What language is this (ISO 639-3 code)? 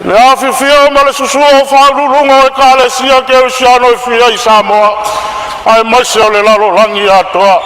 smo